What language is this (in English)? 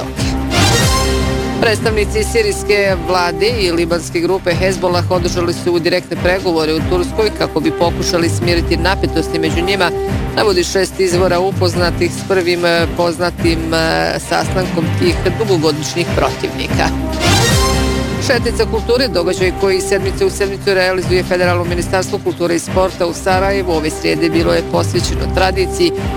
Bosnian